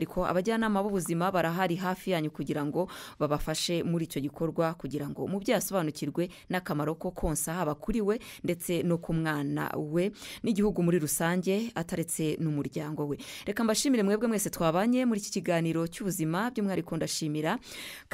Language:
Kinyarwanda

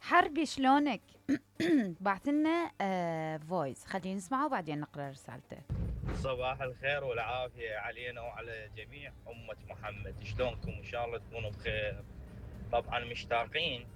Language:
Mesopotamian Arabic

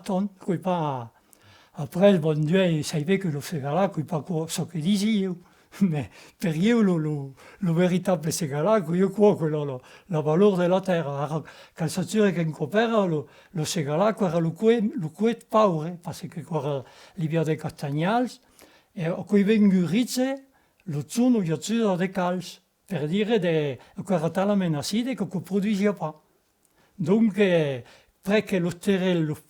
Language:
Occitan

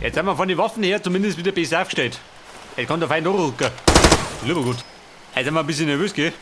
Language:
Bavarian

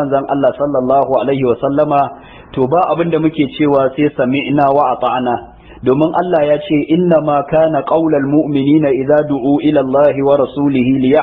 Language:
Hausa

